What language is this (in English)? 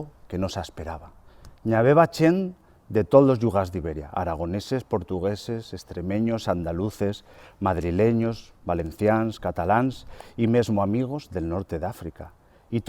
Aragonese